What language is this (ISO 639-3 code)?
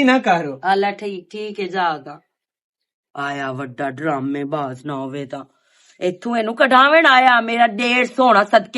lah